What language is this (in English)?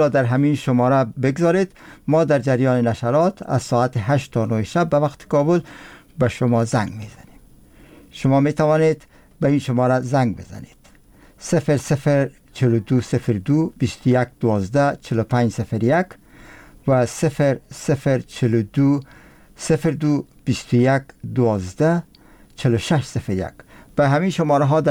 Persian